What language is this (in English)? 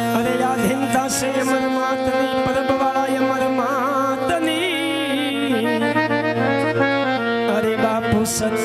Gujarati